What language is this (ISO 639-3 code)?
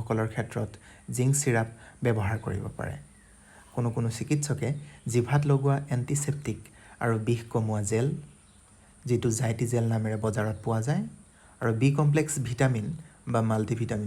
asm